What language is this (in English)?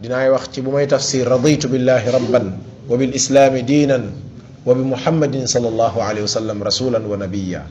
Wolof